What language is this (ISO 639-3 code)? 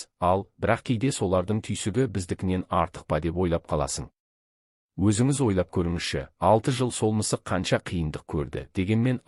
kaz